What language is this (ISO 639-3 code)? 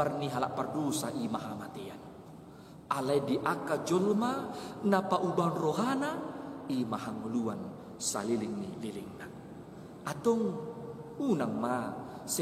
bbc